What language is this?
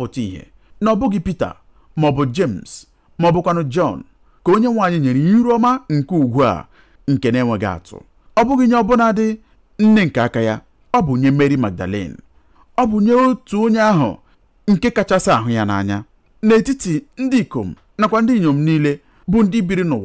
Igbo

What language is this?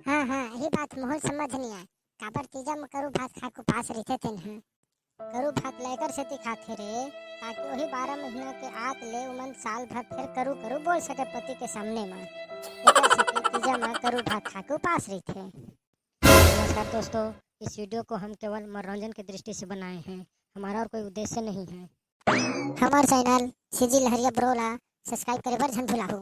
Chhattisgarhi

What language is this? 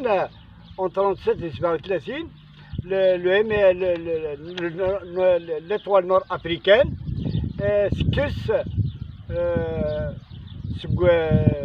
Kabyle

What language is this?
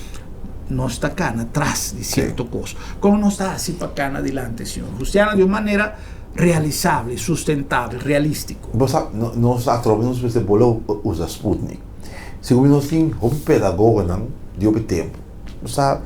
Papiamento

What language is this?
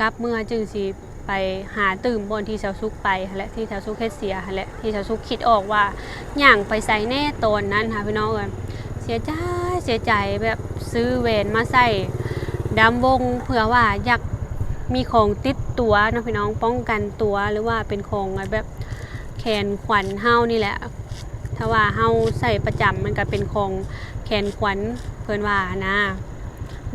Lao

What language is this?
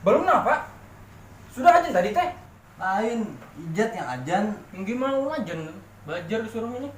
Banjar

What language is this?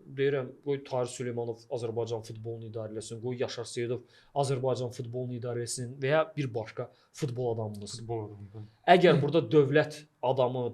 Azerbaijani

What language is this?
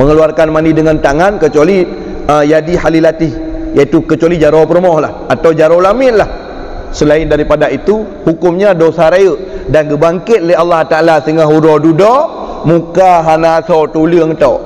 Achinese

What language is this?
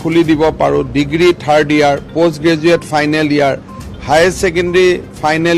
Assamese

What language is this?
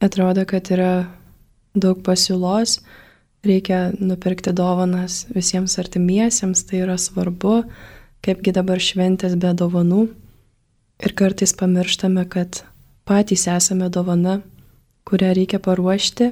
Lithuanian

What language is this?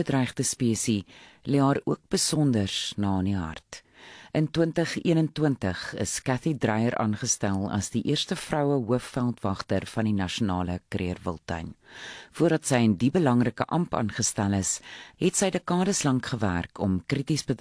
Afrikaans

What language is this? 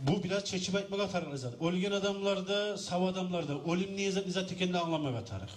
Kumyk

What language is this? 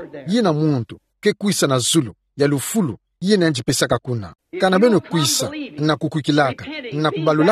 Kituba (Democratic Republic of Congo)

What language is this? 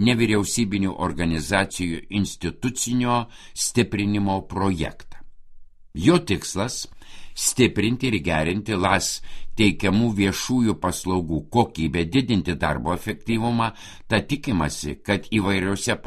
Lithuanian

